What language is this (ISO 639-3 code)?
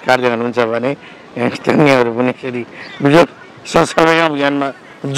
nep